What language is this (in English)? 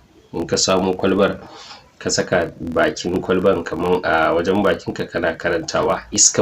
Hausa